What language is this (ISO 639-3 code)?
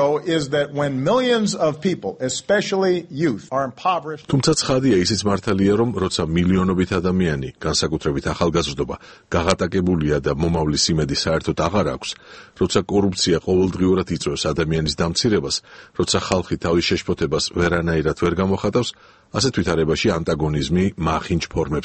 kat